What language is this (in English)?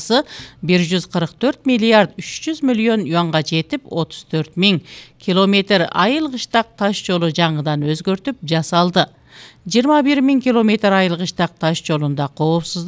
Kyrgyz